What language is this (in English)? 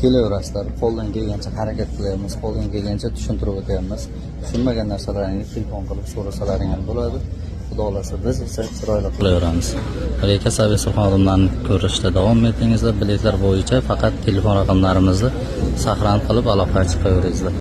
Uzbek